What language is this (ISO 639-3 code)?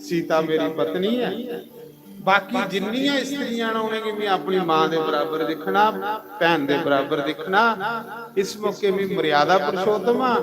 doi